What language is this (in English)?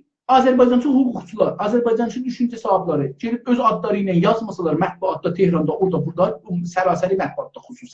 South Azerbaijani